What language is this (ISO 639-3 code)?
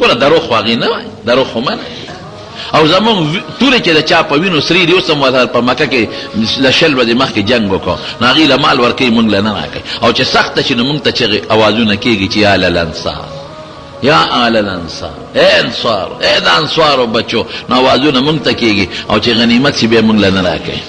pus